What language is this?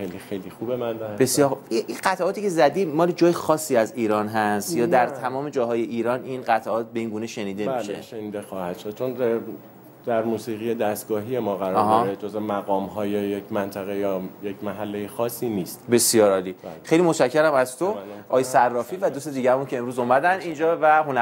Persian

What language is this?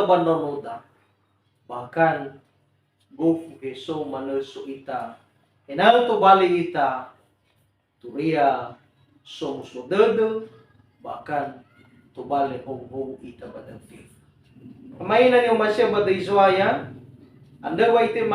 Nias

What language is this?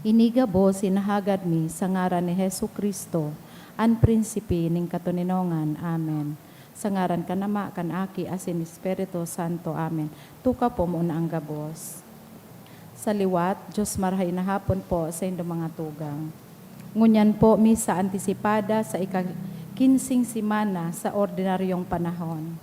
Bikol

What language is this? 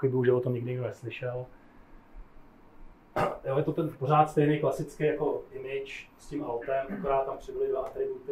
Czech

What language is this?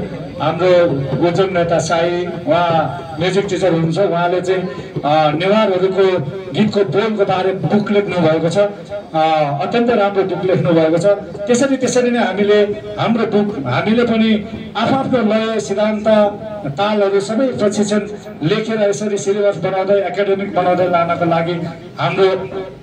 Nepali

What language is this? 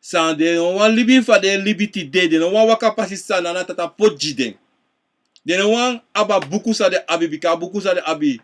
Sranan Tongo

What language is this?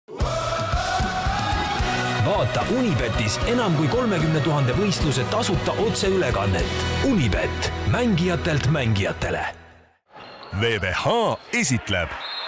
Estonian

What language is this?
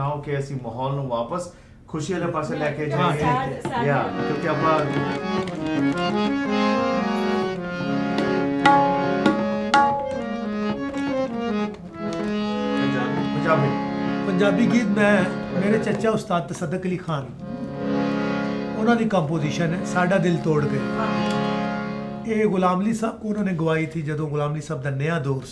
Punjabi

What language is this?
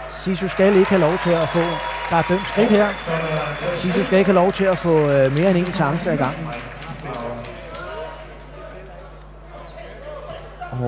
Danish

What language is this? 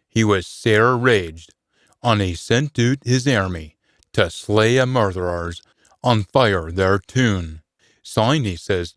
Scots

